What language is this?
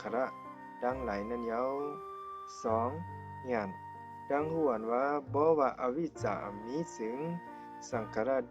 Shan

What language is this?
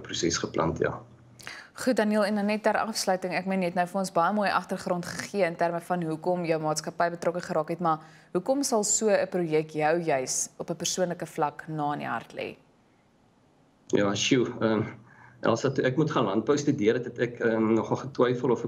Afrikaans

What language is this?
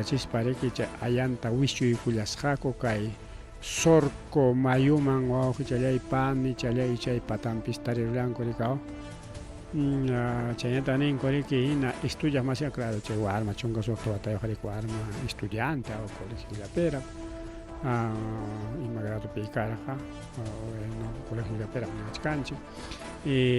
Ayacucho Quechua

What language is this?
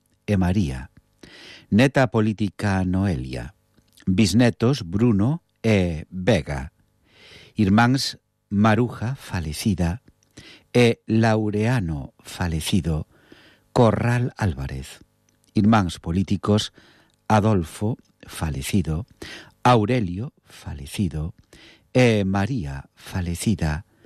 Galician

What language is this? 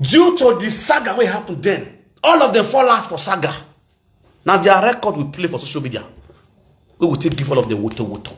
Nigerian Pidgin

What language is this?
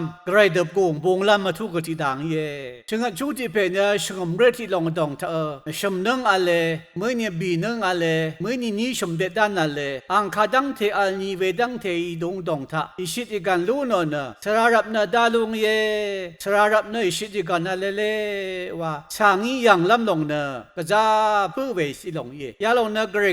Rawang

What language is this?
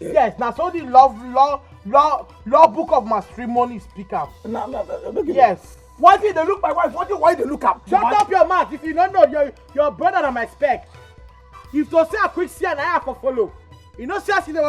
Nigerian Pidgin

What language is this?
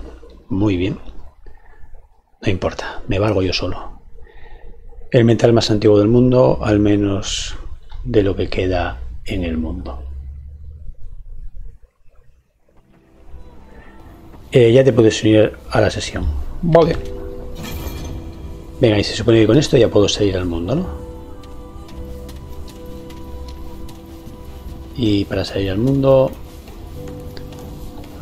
Spanish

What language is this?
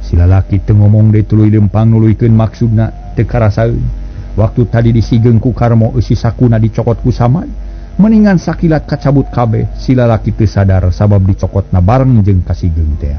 Sundanese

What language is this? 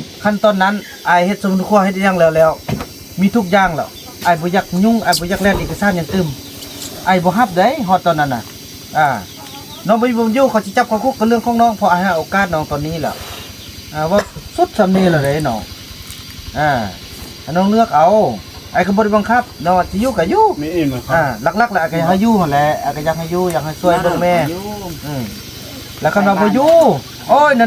Northeastern Thai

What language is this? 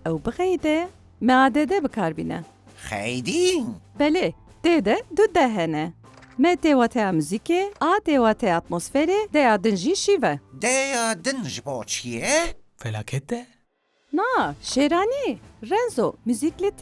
Kurdish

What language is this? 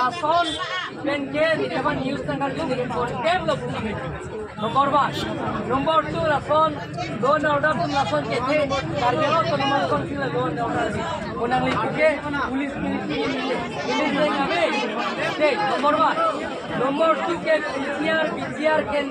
Karbi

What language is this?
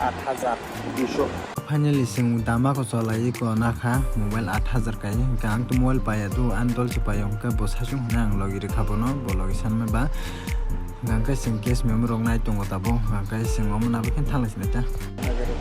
Kok Borok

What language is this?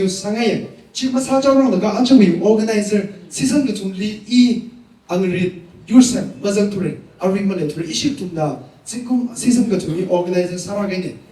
Tangkhul Naga (India)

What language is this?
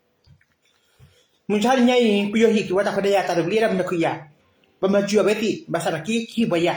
S'gaw Karen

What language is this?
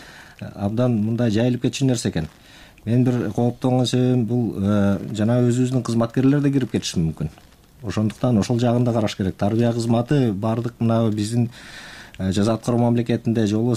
Kyrgyz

